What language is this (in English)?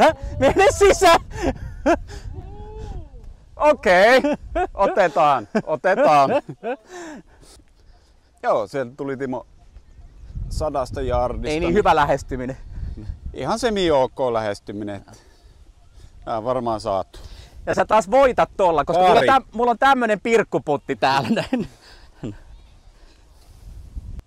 Finnish